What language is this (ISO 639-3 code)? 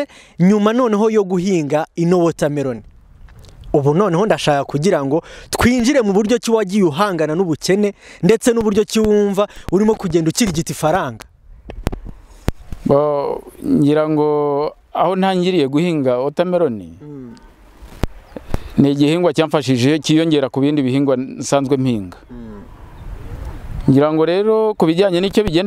kin